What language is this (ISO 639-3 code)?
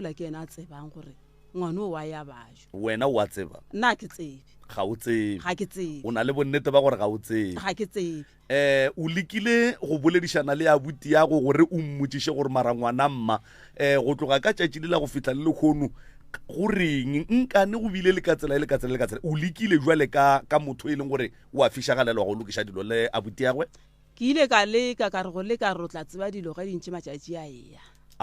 nso